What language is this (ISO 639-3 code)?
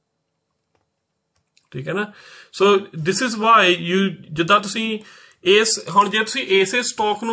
pan